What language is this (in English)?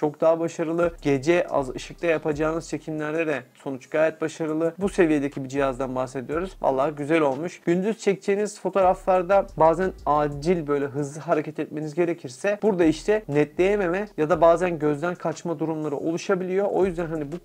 Turkish